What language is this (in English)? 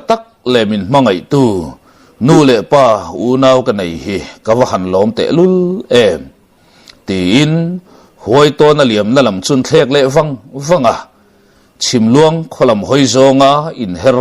Mizo